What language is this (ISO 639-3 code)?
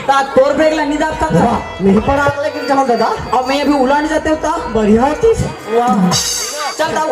hne